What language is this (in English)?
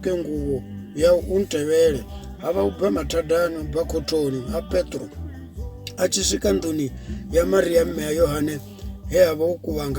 Venda